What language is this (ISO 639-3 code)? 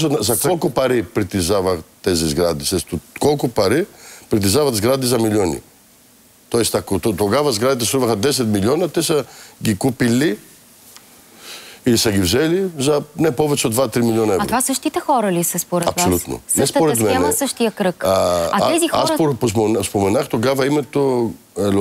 bul